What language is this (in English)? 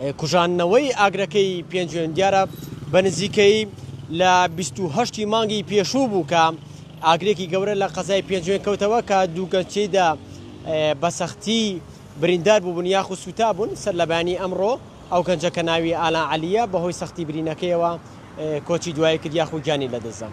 Central Kurdish